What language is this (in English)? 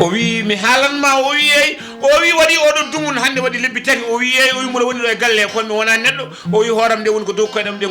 Fula